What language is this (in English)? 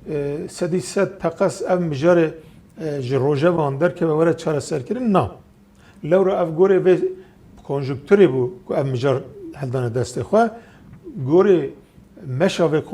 Kurdish